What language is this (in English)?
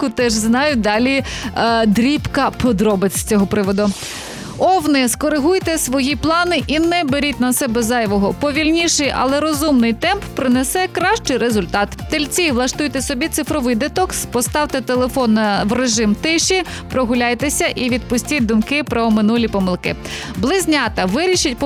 Ukrainian